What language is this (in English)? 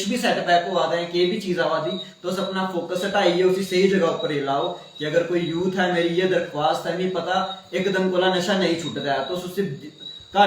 Dogri